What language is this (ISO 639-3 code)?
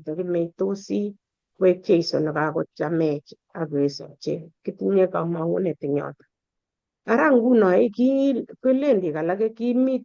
kln